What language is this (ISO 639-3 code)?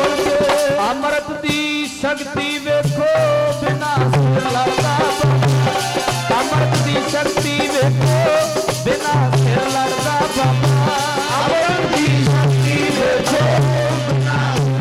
pan